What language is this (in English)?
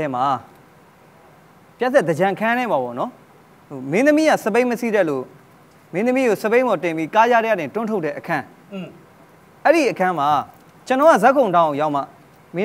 Burmese